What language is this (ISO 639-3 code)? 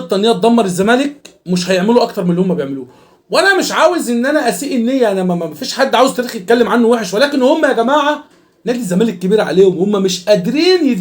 arz